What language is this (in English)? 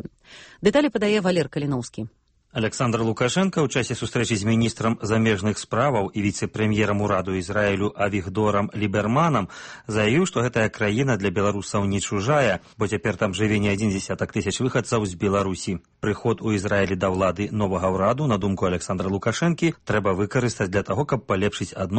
Belarusian